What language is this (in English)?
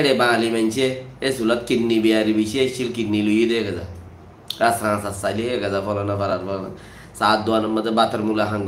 Rohingya